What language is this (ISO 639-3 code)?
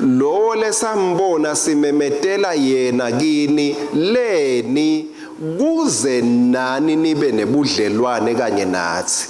ssw